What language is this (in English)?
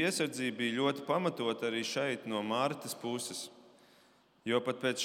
Latvian